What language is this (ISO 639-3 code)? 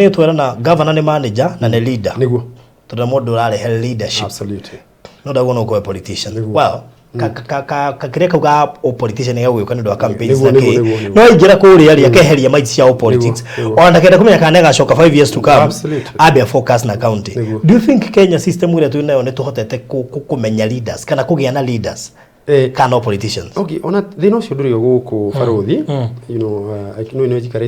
kik